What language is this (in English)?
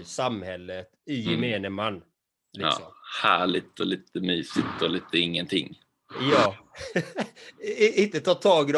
Swedish